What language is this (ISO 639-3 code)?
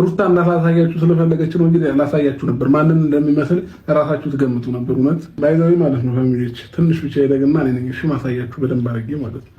amh